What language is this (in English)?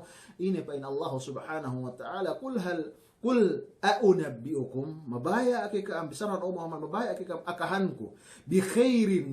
Yakan